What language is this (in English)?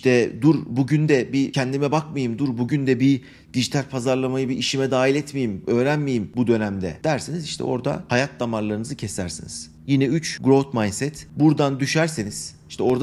Turkish